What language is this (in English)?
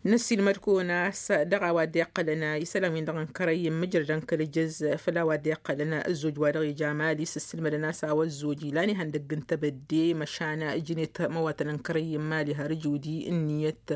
Tamasheq